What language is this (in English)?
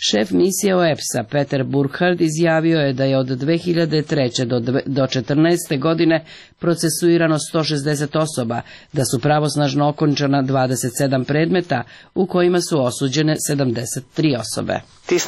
Serbian